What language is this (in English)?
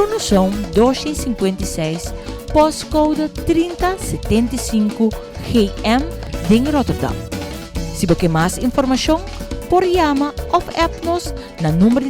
Papiamento